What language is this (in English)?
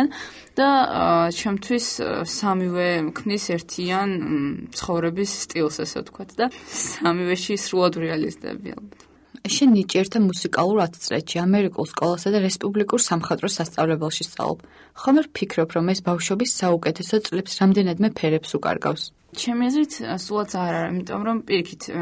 Georgian